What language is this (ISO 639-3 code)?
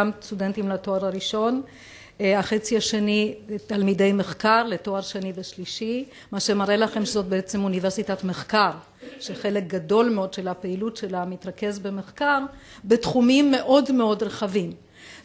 heb